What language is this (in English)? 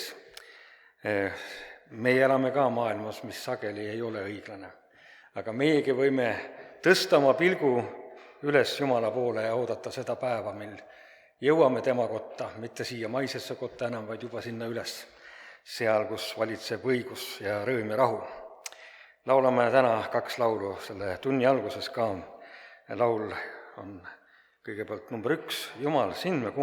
Estonian